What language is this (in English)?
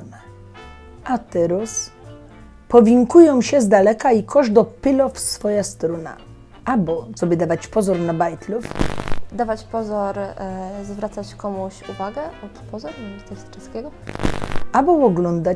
Silesian